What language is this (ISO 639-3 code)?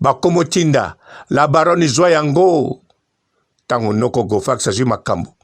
lin